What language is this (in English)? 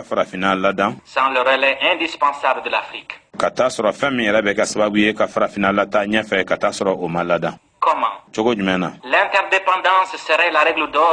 Bambara